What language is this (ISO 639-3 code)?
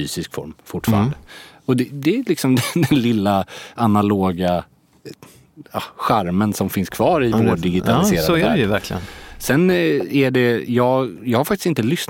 swe